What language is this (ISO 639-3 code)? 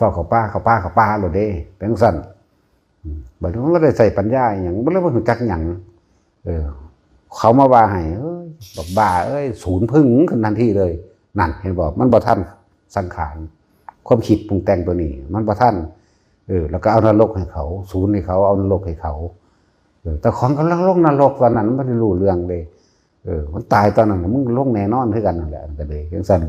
tts